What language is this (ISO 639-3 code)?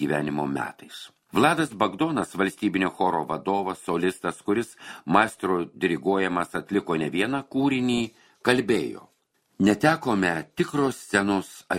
lit